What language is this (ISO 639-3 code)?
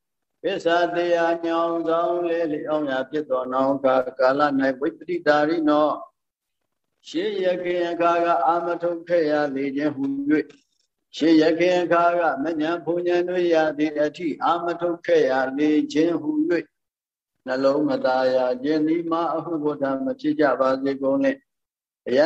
mya